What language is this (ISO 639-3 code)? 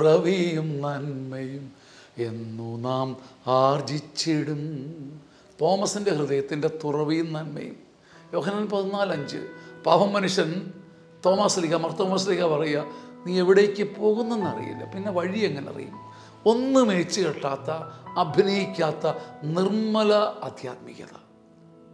mal